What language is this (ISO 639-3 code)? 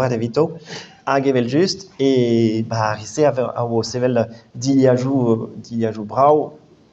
bre